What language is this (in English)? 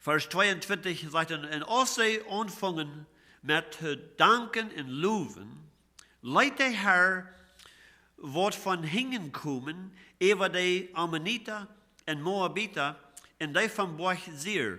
Plautdietsch